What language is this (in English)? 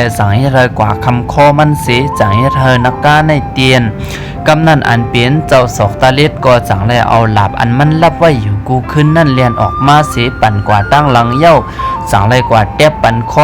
Shan